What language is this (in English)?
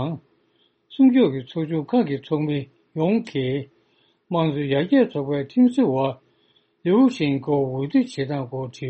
Tibetan